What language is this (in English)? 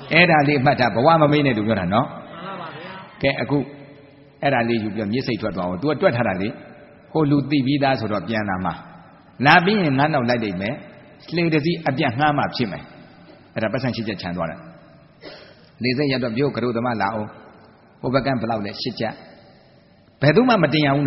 Burmese